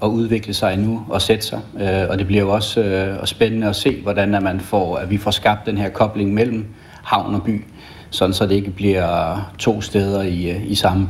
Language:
Danish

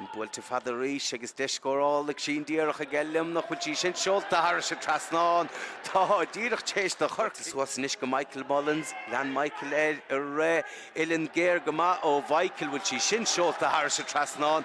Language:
Irish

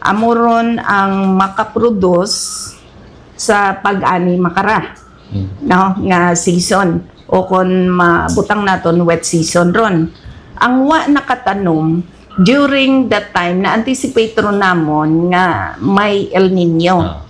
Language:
Hiligaynon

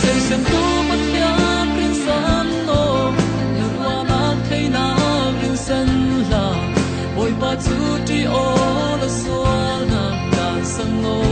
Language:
Falam Chin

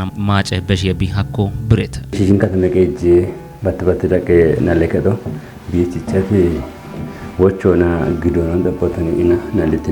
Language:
Kafa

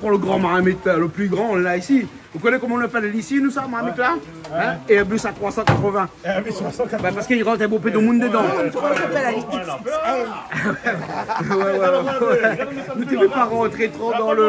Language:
Réunion Creole French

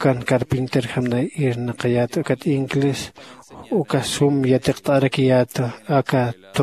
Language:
Aymara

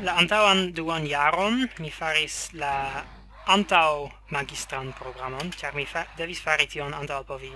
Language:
Esperanto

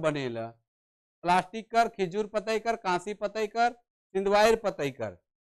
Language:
Sadri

